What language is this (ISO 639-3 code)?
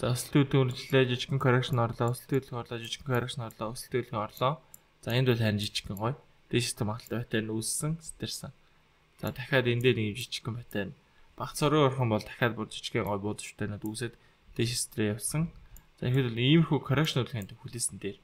mon